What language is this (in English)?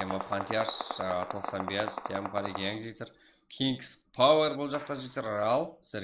Kara-Kalpak